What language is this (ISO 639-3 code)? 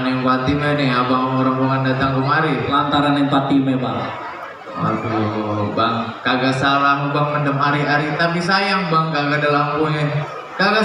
bew